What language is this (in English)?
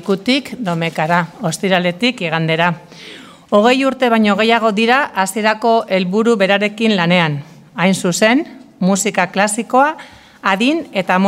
Basque